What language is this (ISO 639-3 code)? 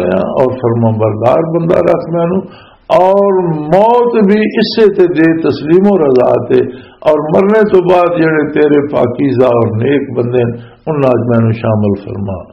lah